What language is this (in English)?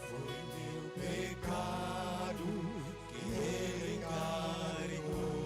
Tetum